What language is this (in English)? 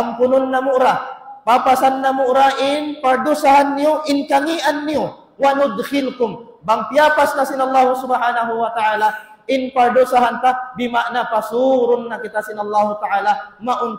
Tausug